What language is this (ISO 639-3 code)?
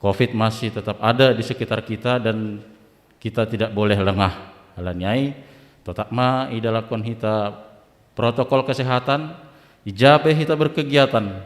bts